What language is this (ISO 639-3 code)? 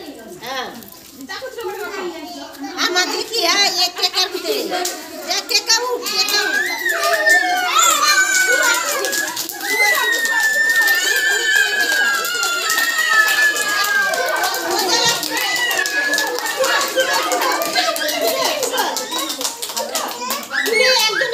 ben